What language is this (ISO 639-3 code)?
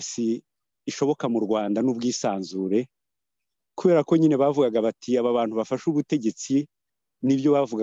kin